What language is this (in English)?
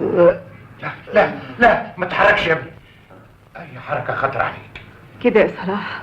Egyptian Arabic